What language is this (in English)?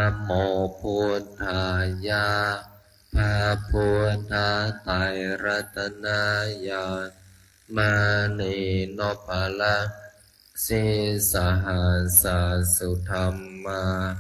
Pali